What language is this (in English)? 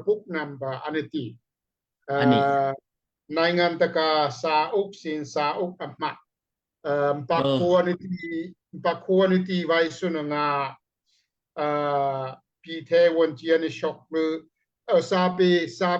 Daai Chin